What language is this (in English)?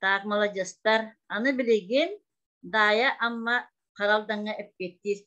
Yakut